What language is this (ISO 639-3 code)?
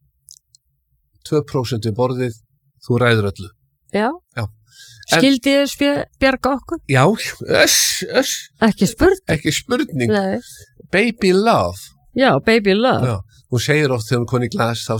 isl